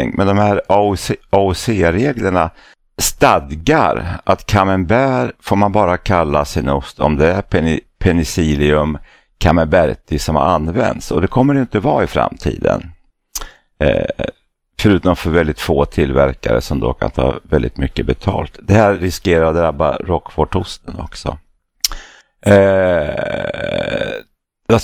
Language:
Swedish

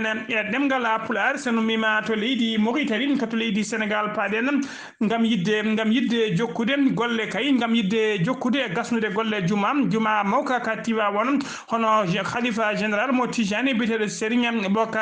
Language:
Fula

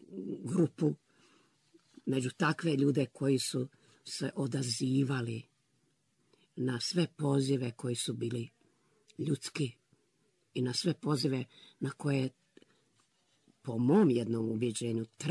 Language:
Bosnian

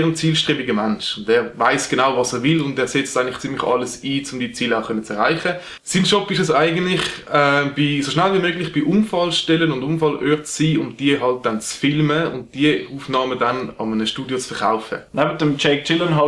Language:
Swiss German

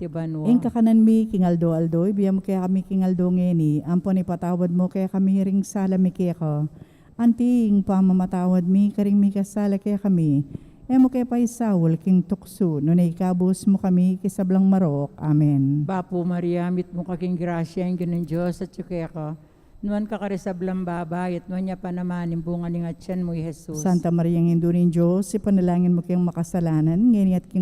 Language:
Pampanga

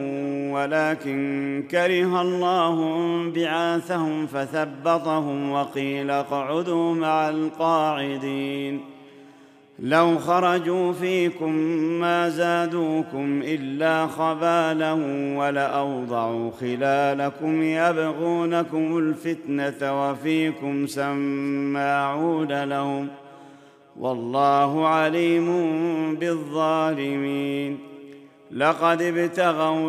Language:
Arabic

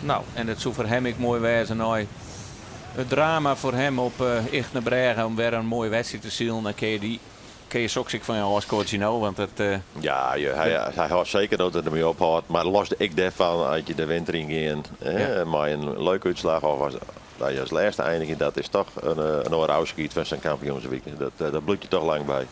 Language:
Western Frisian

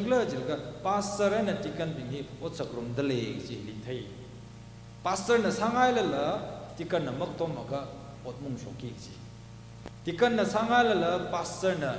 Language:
Tangkhul Naga (India)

